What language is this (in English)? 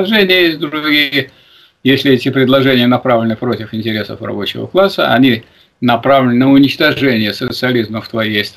Russian